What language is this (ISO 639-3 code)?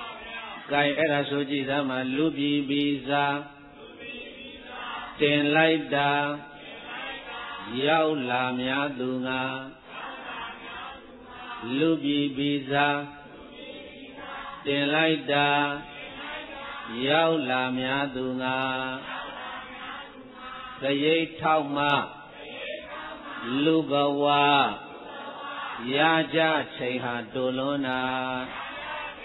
mya